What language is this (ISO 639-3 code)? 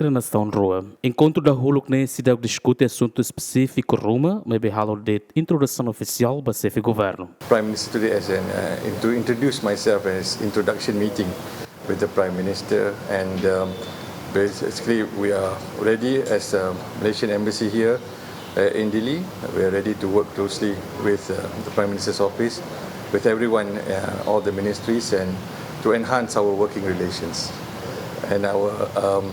tet